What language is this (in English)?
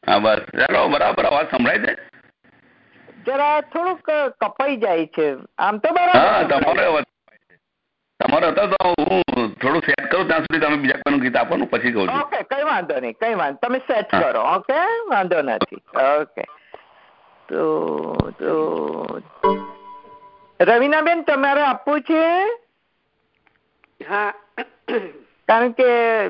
Gujarati